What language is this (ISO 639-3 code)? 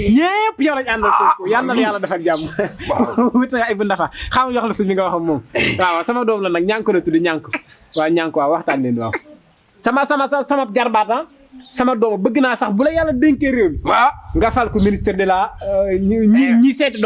wol